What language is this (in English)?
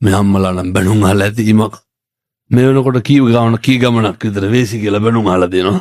Sinhala